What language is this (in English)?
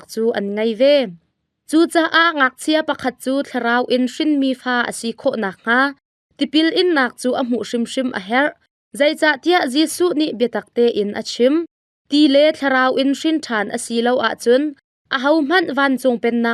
Hakha Chin